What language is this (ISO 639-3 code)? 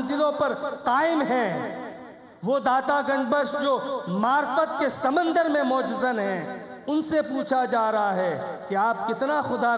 urd